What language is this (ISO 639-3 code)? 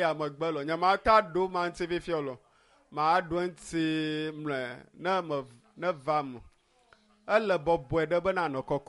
ewe